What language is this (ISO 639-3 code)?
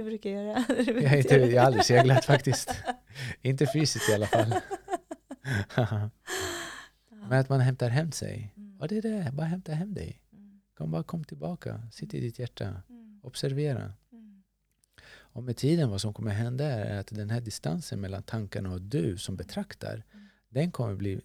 swe